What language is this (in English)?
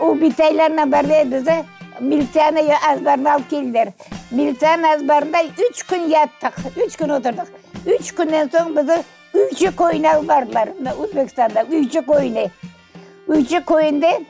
Crimean Tatar